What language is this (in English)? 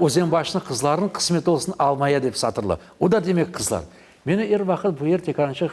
Crimean Tatar